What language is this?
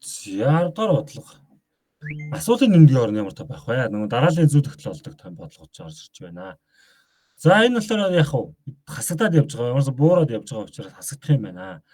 Mongolian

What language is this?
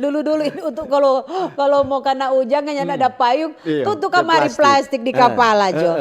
Manado Malay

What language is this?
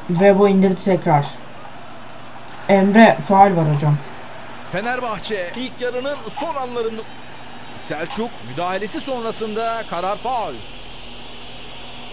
Turkish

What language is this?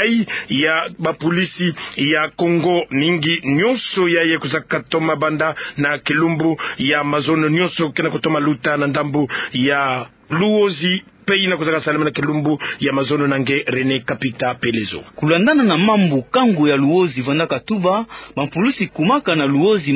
Kituba (Democratic Republic of Congo)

